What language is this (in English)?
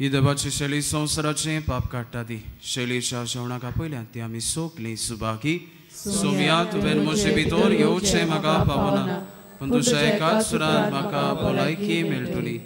Konkani